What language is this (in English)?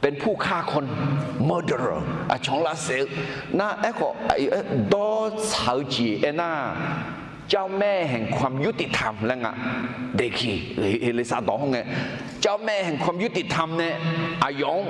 Akha